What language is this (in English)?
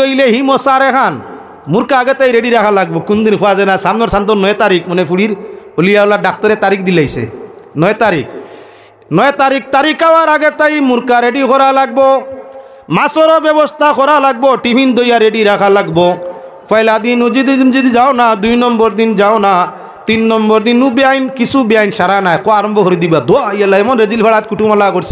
Sylheti